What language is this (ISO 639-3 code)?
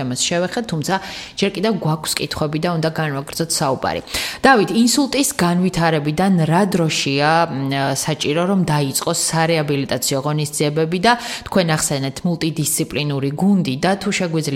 kat